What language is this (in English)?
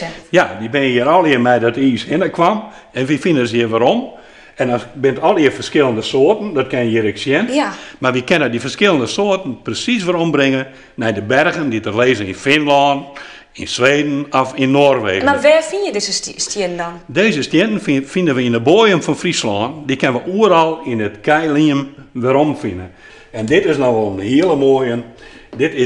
Western Frisian